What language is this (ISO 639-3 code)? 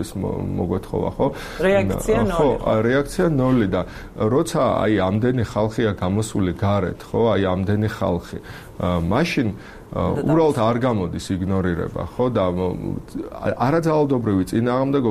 kat